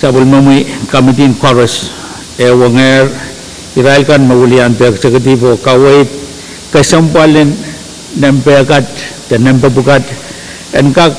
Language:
Pohnpeian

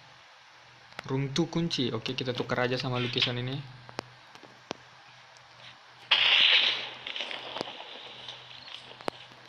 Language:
Indonesian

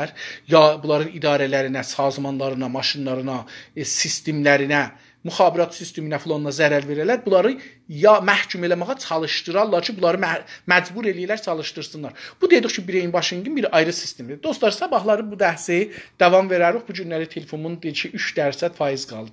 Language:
South Azerbaijani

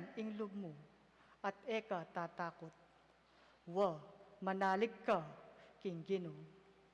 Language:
Pampanga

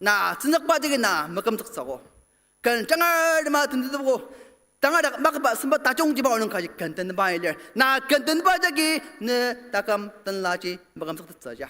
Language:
Ao Naga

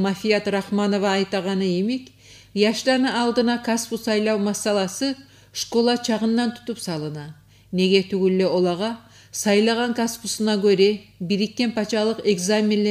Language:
Kumyk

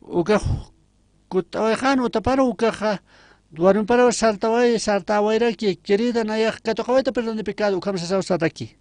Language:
Aymara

